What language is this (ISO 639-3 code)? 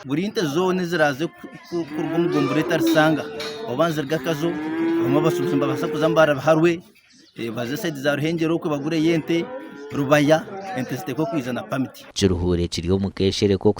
nyn